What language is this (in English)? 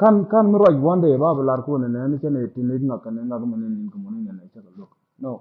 Nuer